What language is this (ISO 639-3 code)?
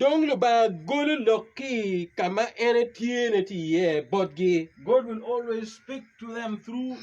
ach